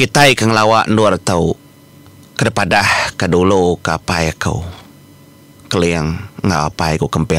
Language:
Iban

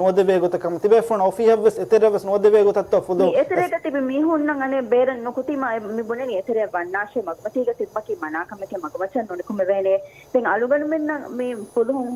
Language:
Divehi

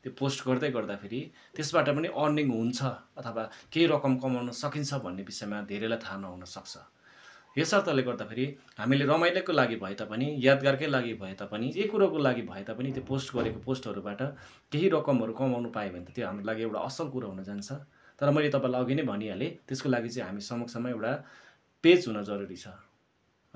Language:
Nepali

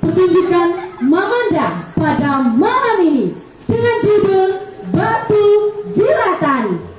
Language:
Banjar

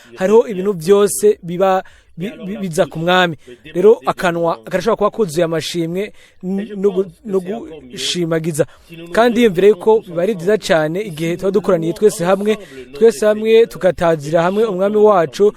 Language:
Rundi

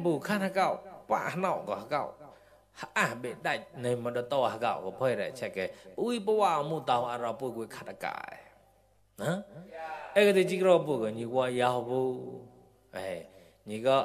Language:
Mon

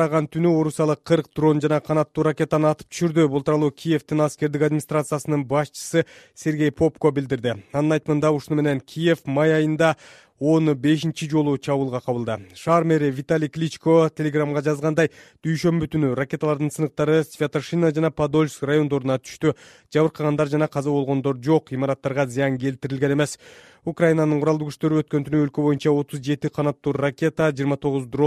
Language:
Kyrgyz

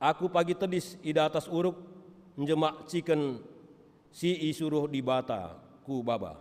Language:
Batak Karo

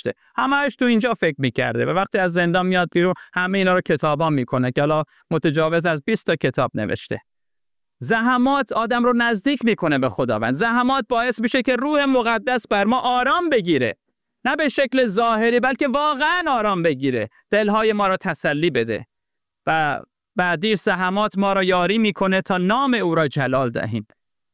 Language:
Persian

